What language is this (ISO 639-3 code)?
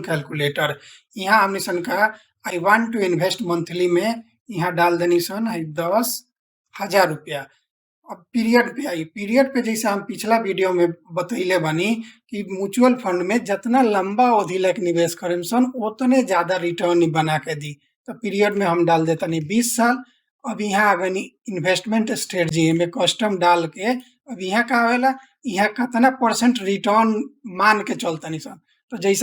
bho